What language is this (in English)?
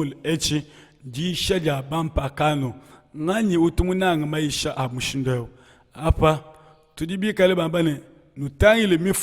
Luba-Lulua